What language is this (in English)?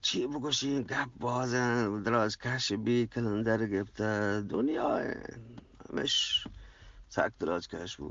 Eastern Balochi